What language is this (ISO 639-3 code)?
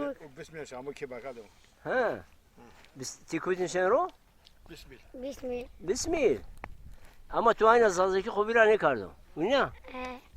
zza